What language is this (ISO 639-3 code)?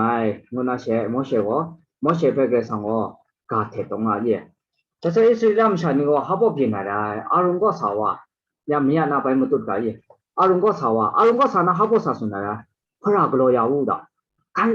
kac